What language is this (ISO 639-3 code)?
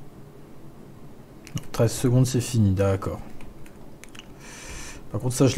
fra